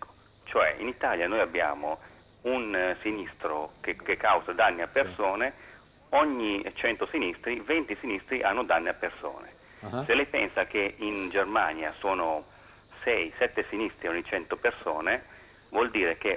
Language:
Italian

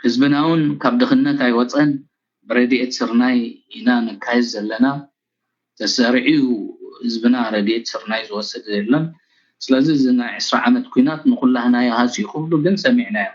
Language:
Tigrinya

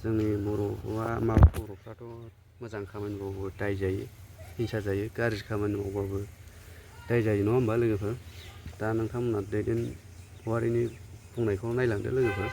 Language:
Bodo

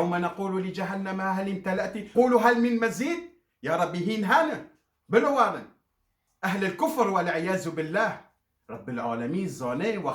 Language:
Kurdish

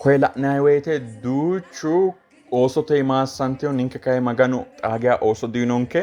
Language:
Sidamo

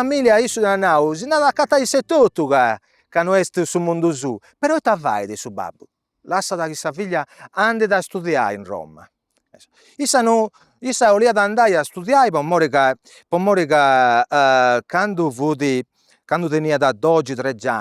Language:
Sardinian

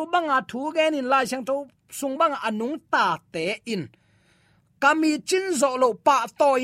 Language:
Tedim Chin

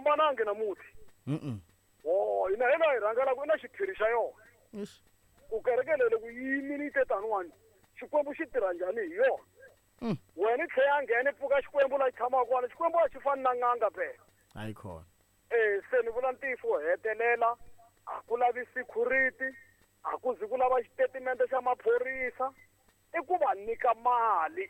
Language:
Tsonga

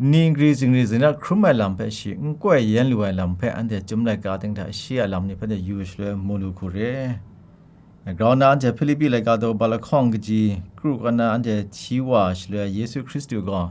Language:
Kachin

